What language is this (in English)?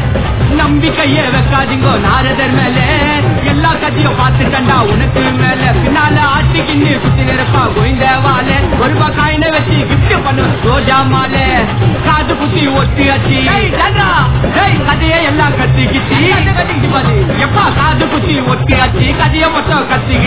Tamil